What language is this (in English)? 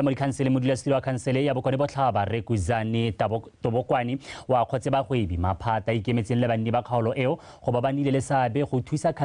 Tswana